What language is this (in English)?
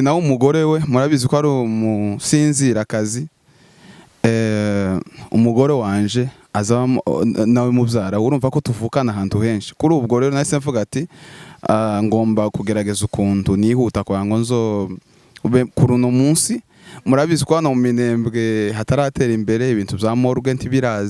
Rundi